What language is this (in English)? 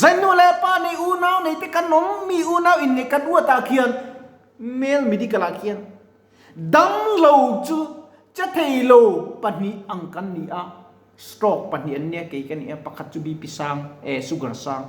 Mizo